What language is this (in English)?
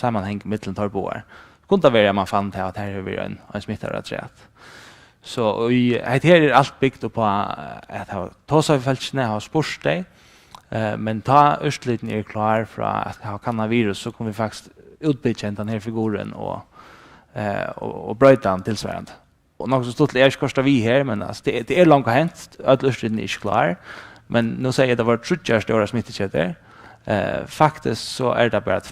Faroese